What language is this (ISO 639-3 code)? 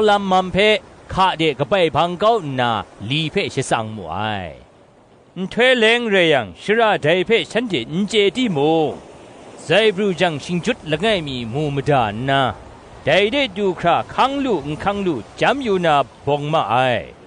kac